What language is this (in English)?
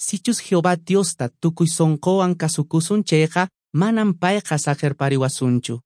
Quechua